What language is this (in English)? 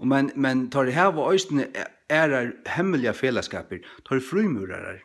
Faroese